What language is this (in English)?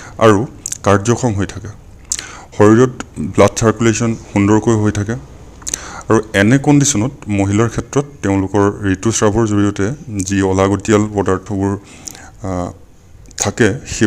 Assamese